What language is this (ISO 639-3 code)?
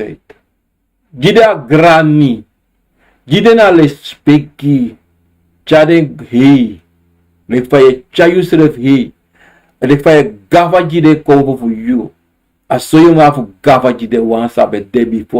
srn